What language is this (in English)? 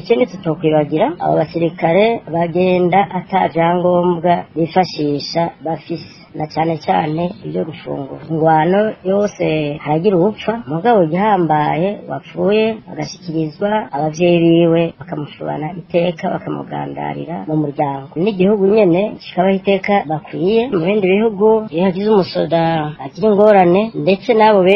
Rundi